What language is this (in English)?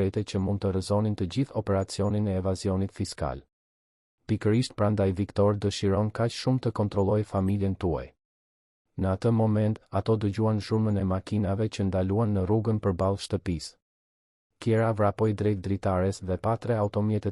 Albanian